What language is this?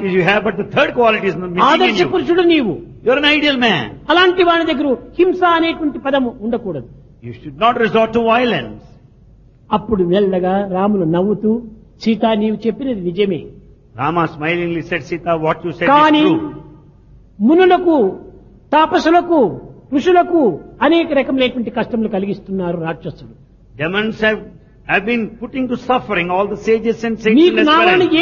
Telugu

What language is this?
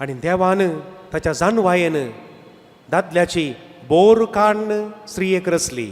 Konkani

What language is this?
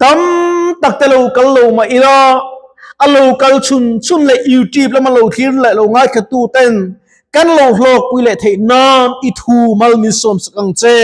Mizo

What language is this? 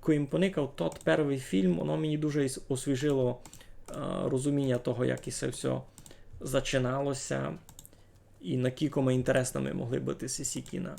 Rusyn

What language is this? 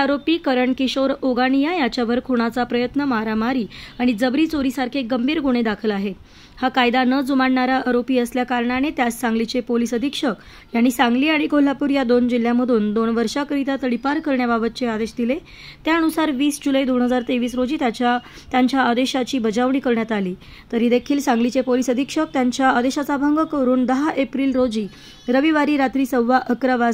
Marathi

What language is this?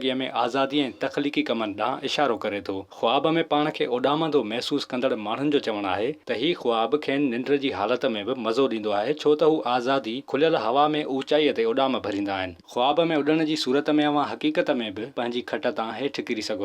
Sindhi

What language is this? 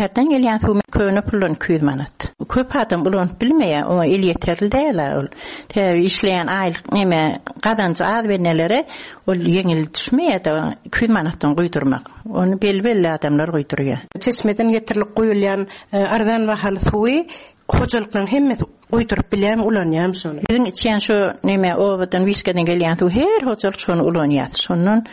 Turkmen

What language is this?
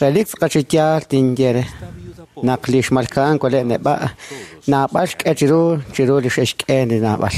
Kekchí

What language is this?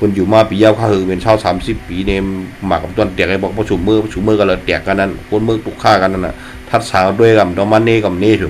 Shan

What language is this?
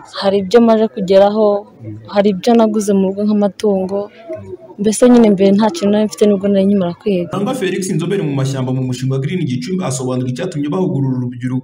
Kinyarwanda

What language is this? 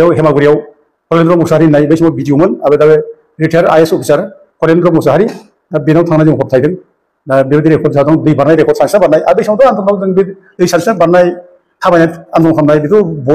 Bodo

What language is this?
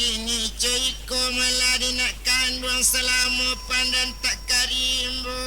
Minangkabau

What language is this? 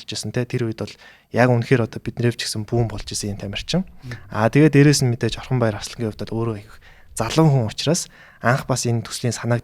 Mongolian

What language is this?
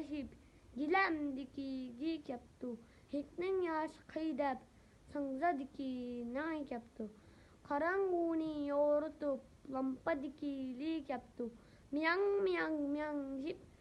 Uyghur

